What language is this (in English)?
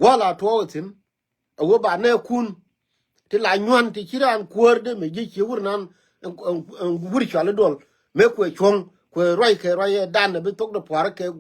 Nuer